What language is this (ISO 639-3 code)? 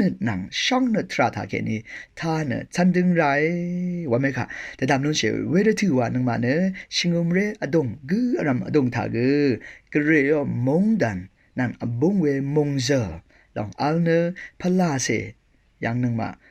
raw